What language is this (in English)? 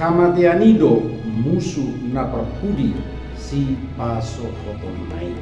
Batak Toba